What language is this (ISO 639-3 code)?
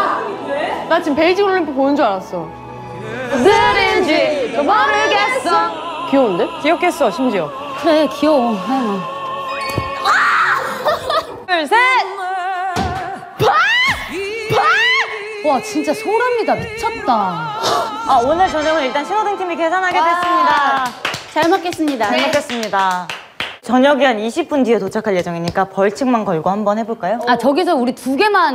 kor